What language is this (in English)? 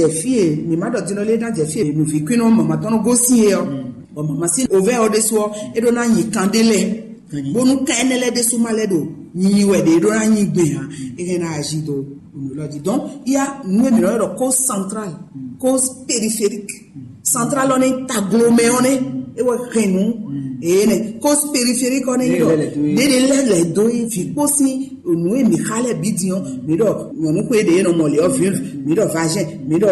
Fon